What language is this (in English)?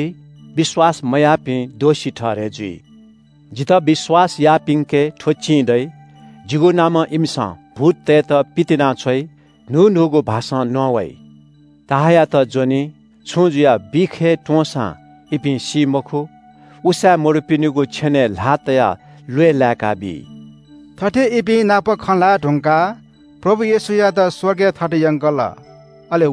Newari